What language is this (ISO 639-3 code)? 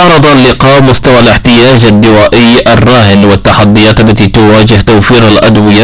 ara